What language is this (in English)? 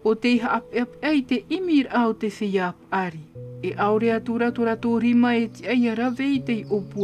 Tahitian